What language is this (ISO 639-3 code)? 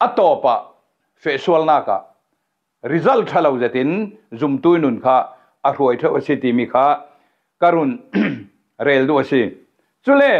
cfm